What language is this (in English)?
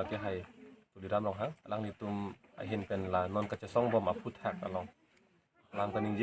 Karbi